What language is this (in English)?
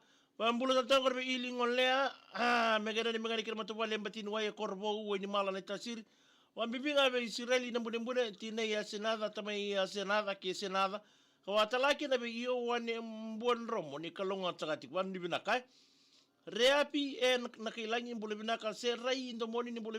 Fijian